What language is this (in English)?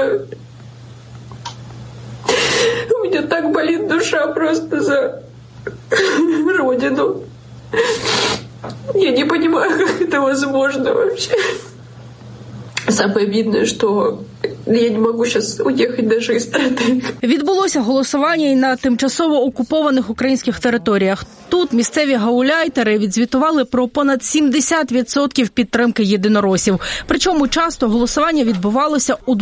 Ukrainian